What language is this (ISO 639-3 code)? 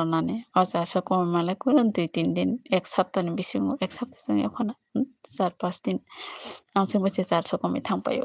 trp